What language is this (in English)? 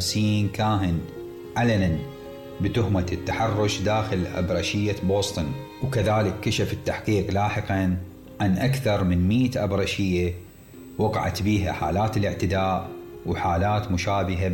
Mesopotamian Arabic